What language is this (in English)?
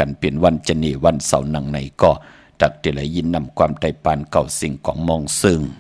Shan